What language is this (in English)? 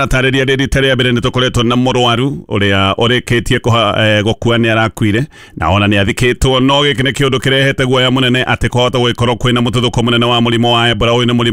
Kikuyu